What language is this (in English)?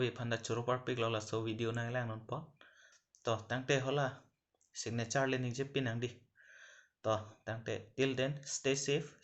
Karbi